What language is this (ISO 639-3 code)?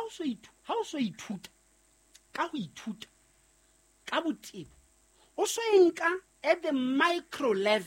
sot